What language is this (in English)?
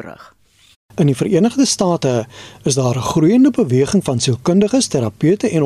Afrikaans